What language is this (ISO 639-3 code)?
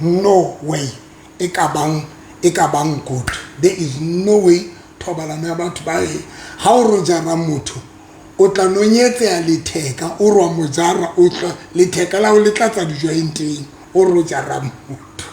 sot